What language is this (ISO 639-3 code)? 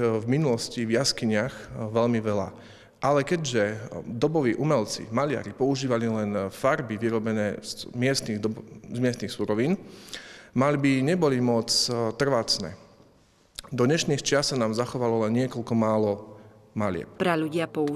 slk